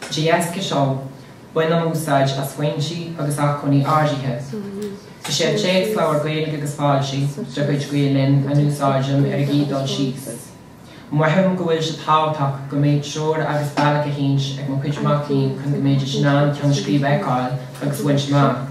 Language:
Irish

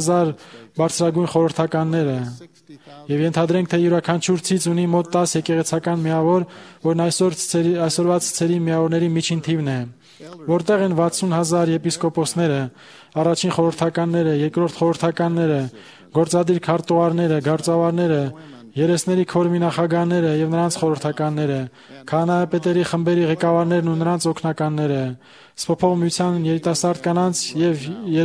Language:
Armenian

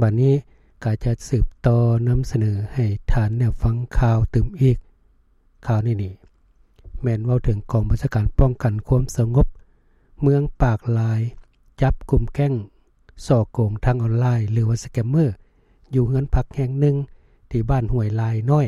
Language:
Lao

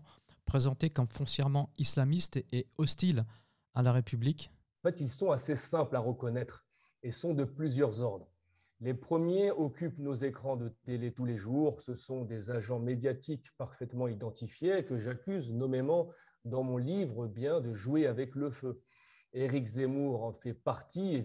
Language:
French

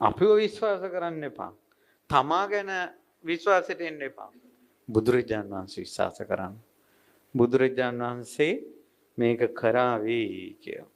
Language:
Sinhala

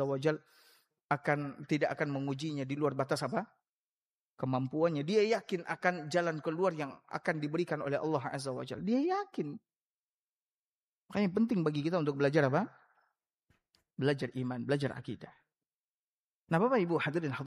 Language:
Indonesian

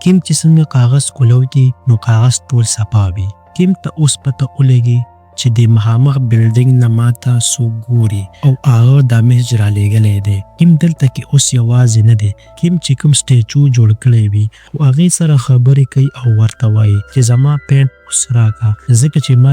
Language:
Pashto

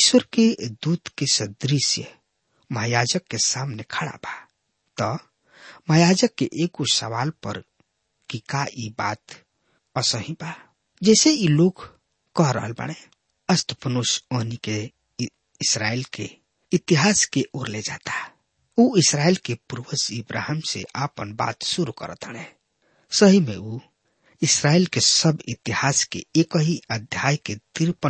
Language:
Bhojpuri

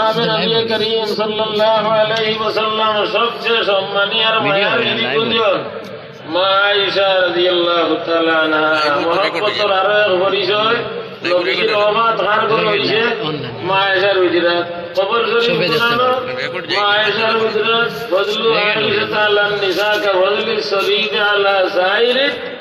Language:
Sylheti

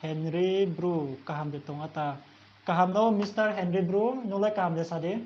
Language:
Riang (India)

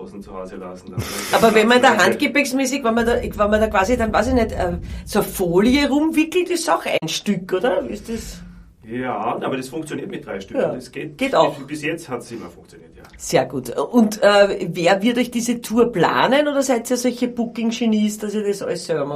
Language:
Bavarian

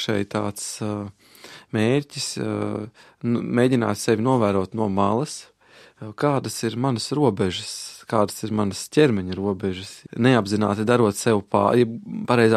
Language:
Latvian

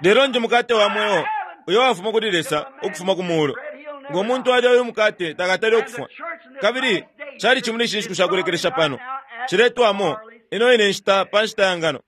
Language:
Bemba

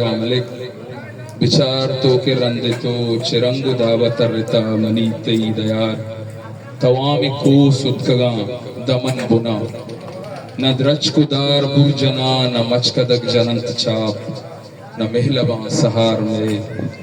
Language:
Eastern Balochi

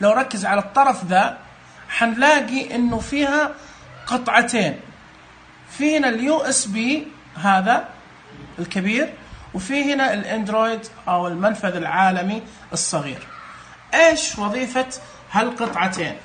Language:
Najdi Arabic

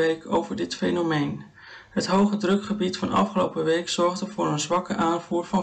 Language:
Dutch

